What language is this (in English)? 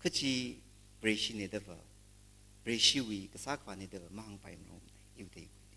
Tangkhul Naga (India)